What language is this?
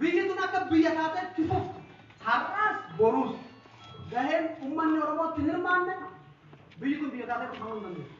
Oromo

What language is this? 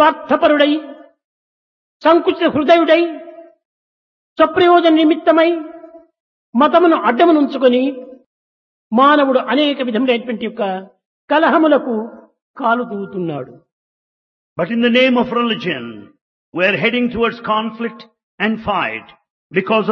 Telugu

